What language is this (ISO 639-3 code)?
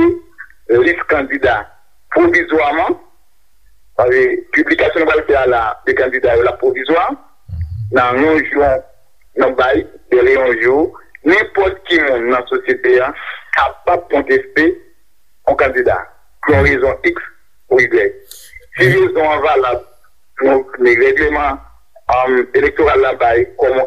hat